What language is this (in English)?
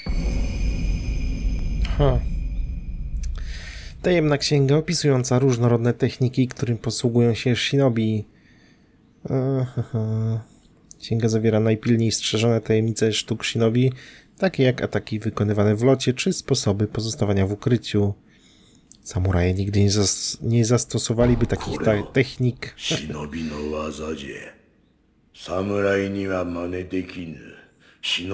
Polish